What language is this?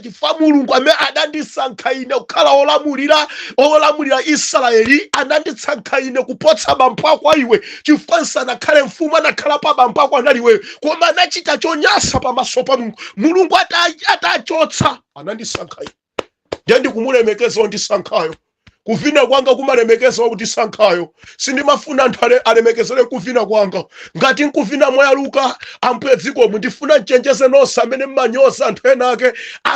Nyanja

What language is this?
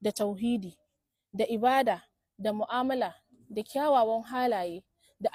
Hausa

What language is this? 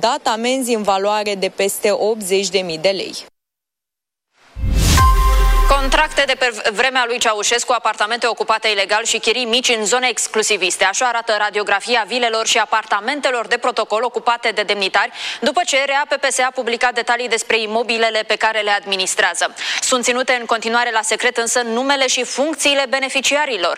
Romanian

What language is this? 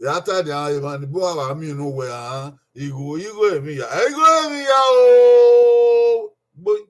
Bini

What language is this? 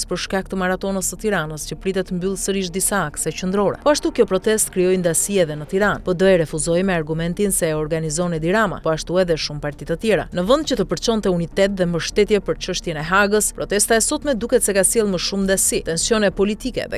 Albanian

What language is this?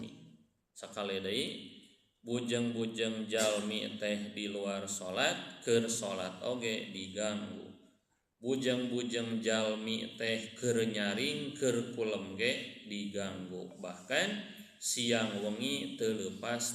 Sundanese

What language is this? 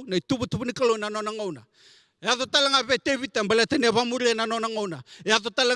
Fijian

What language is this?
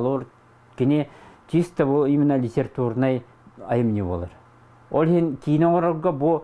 Yakut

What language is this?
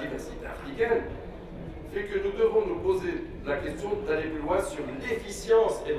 French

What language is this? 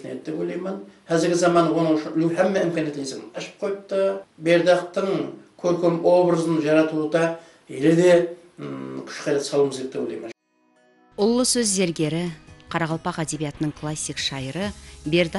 Kara-Kalpak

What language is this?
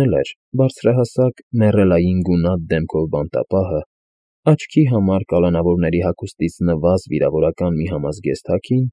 Armenian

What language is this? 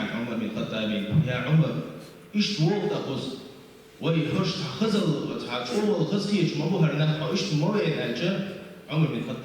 Chechen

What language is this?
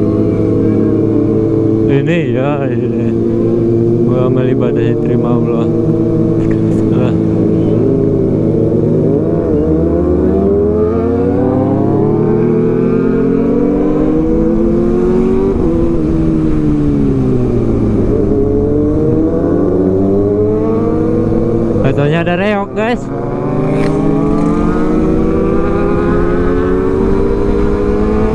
Indonesian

